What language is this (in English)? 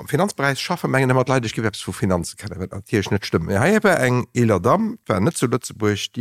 Luxembourgish